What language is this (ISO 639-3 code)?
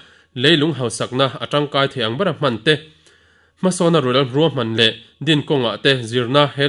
lus